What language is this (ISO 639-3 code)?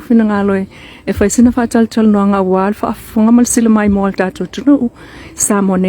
smo